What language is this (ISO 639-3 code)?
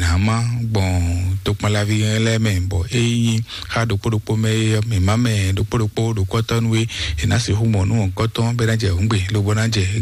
fon